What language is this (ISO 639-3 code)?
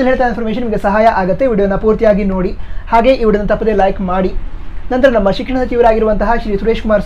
kan